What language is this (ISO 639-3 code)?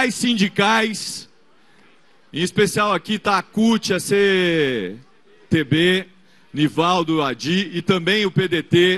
por